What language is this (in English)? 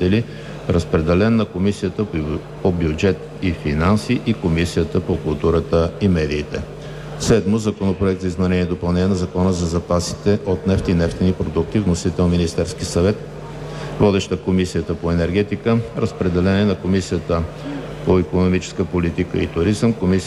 Bulgarian